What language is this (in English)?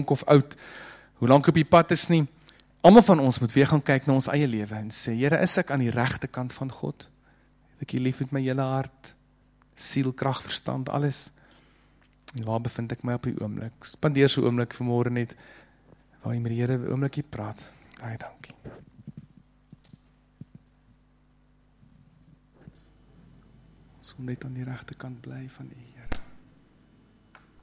Afrikaans